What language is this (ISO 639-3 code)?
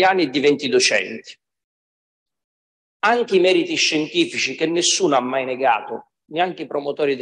ita